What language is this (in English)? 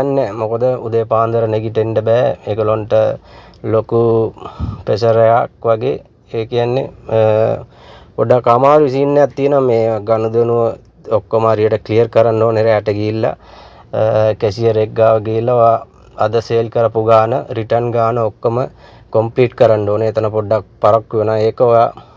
Sinhala